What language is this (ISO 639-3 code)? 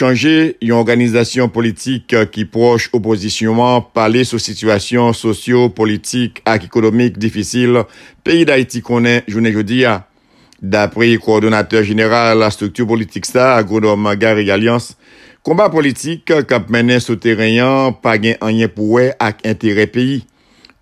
hat